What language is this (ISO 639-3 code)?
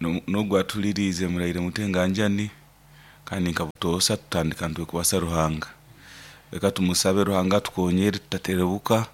nyo